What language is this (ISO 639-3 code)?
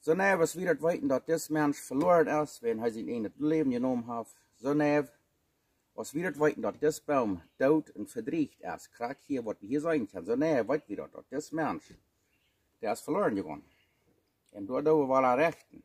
pdt